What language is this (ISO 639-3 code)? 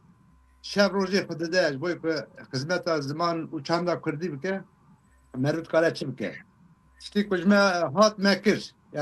kur